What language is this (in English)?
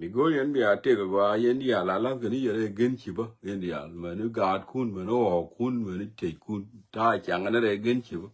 Nuer